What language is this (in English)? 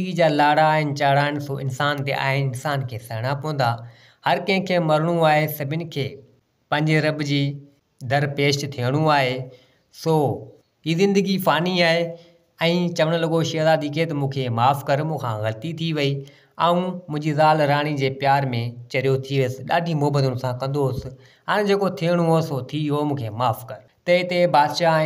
Sindhi